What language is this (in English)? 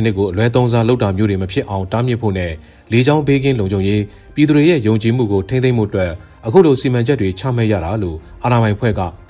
Burmese